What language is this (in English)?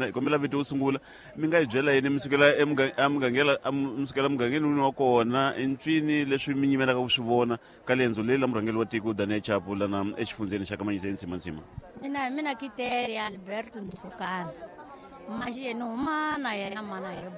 Tsonga